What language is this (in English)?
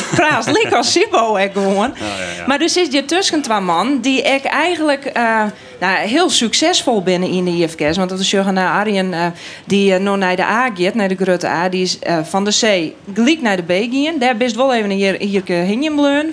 Western Frisian